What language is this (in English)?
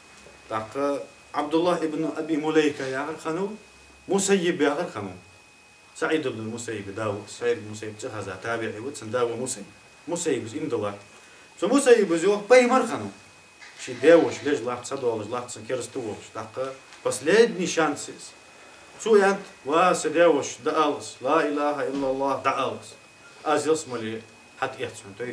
Ingush